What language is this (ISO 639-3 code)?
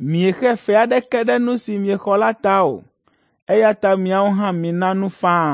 ewe